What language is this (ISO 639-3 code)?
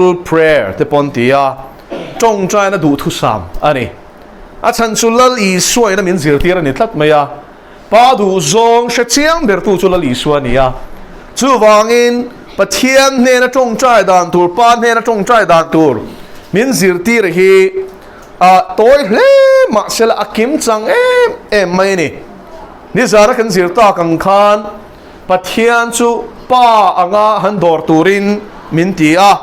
lus